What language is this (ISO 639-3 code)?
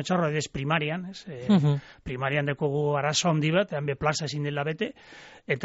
eus